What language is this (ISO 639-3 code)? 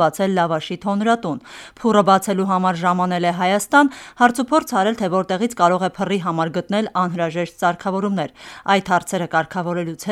hye